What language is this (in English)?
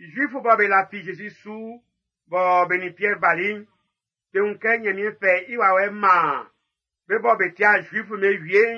Baoulé